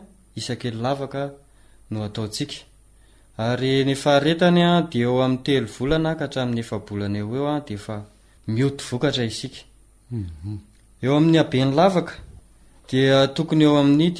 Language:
Malagasy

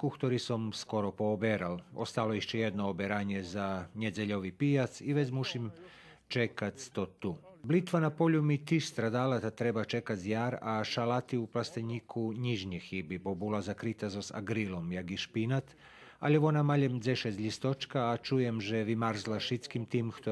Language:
Rusyn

